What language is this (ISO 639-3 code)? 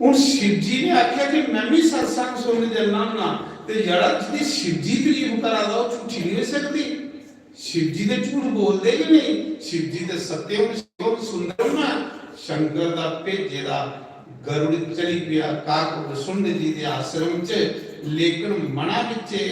doi